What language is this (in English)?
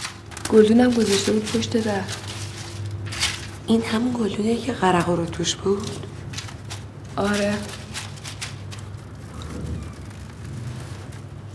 Persian